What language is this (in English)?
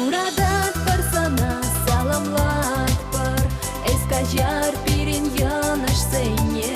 Chuvash